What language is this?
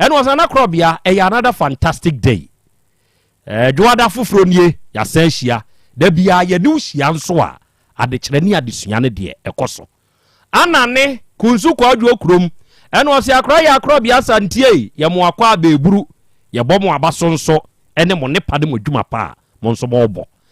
Akan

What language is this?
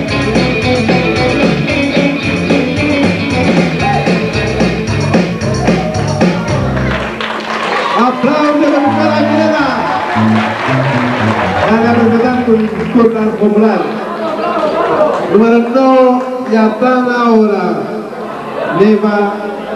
Romanian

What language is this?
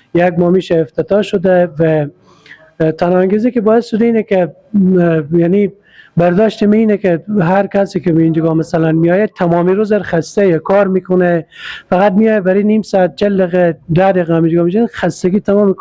Persian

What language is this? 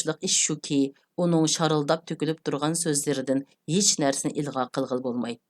Uyghur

